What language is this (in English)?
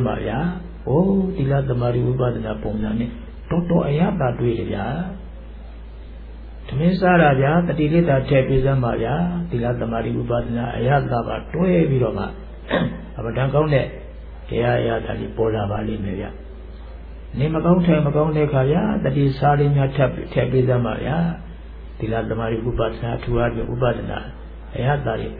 Burmese